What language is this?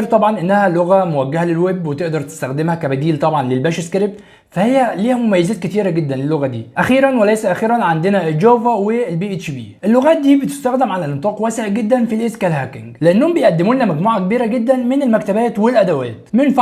Egyptian Arabic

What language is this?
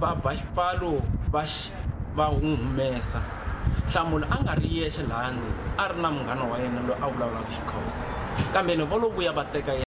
Tsonga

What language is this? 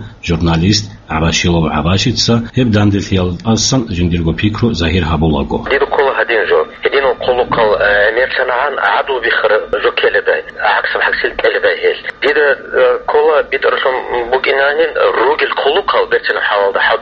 Avaric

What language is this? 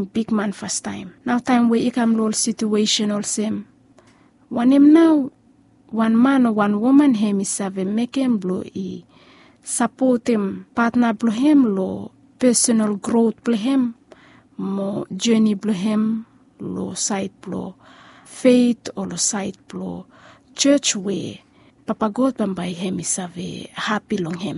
Bislama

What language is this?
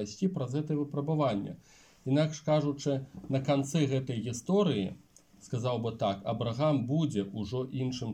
Belarusian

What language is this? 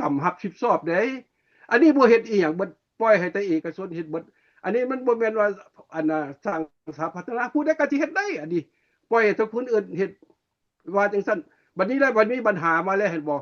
Lao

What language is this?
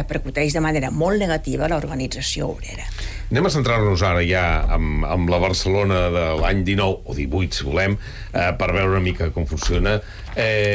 Catalan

